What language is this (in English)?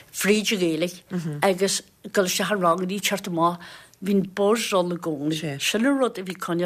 Irish